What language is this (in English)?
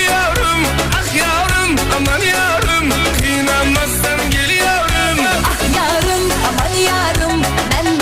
Kara-Kalpak